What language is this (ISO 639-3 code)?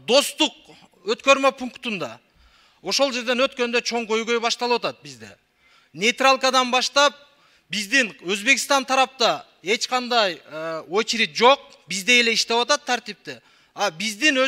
kir